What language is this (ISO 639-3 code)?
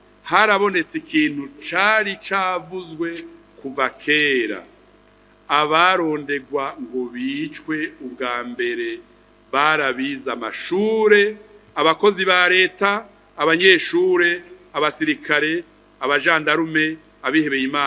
run